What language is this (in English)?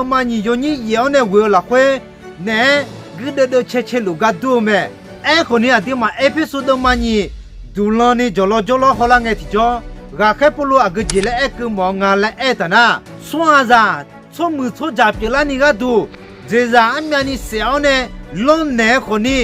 Akha